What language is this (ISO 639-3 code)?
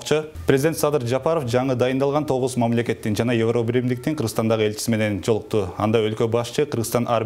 kir